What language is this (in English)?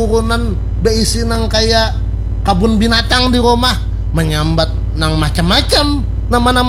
Banjar